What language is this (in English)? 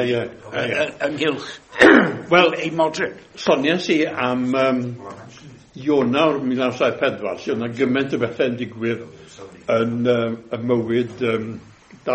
Welsh